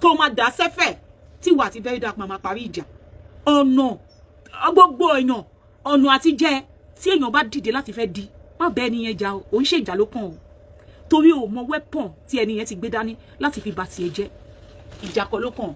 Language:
Yoruba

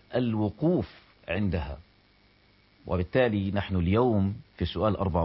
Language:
Arabic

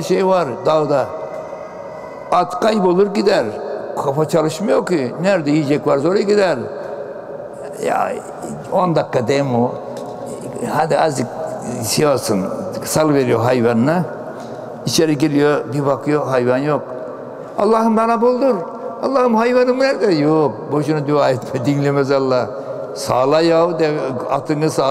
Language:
Turkish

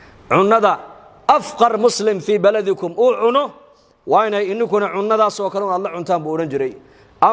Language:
Somali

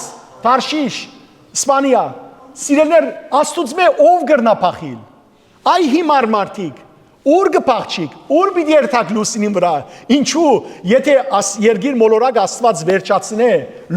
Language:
Western Armenian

